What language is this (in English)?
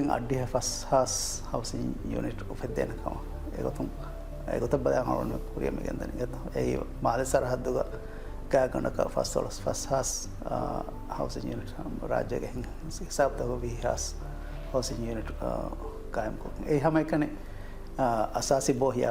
Divehi